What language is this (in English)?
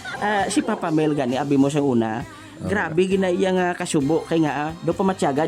Hiligaynon